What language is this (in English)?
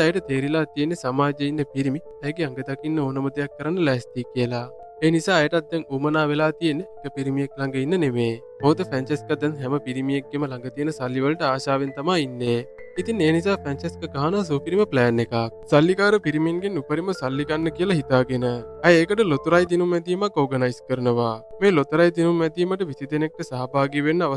Sinhala